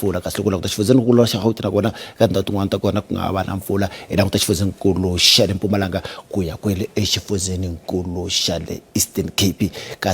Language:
Tsonga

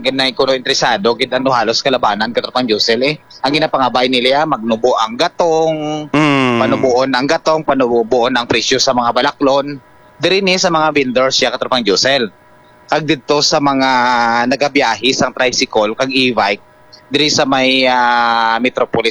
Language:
Hiligaynon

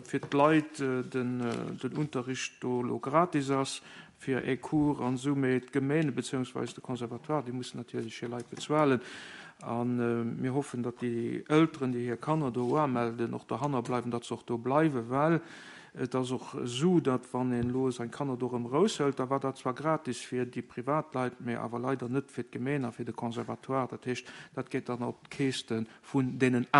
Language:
Luxembourgish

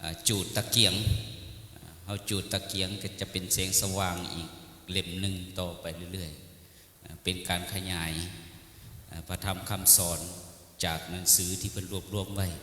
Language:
Lao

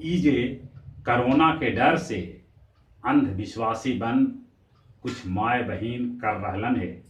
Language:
Magahi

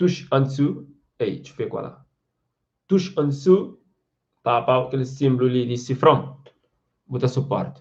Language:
Kabuverdianu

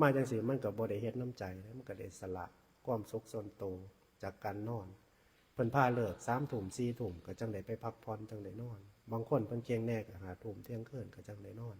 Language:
Northeastern Thai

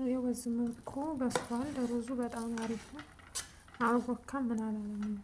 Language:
Amharic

